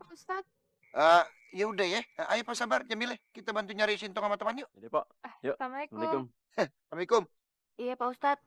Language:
Betawi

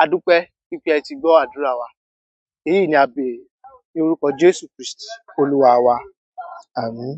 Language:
Yoruba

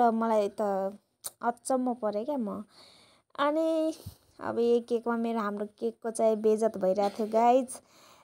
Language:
Nepali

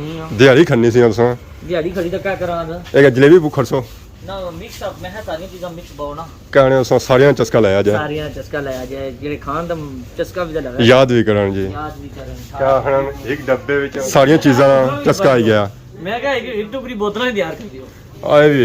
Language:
Pahari-Potwari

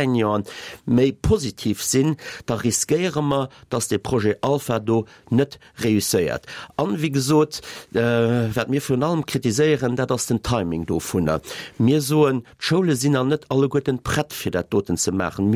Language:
Luxembourgish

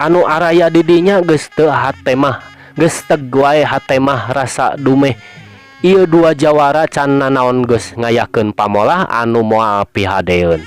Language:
Sundanese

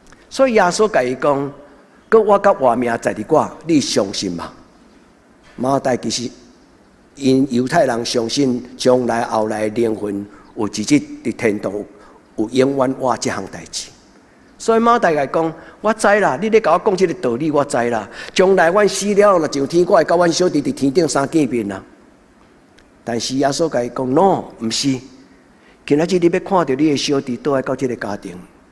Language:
Min Nan Chinese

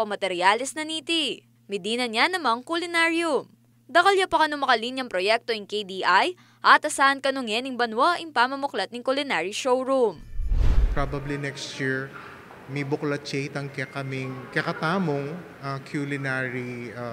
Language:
Pampanga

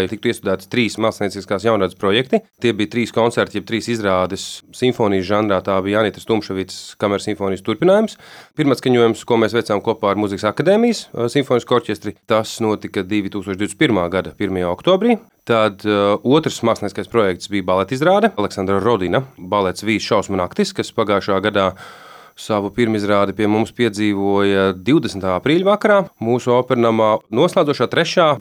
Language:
Latvian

